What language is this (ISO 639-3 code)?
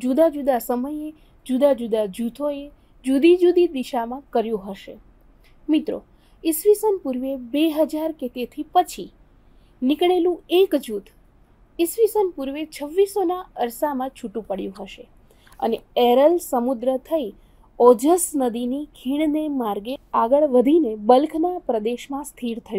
guj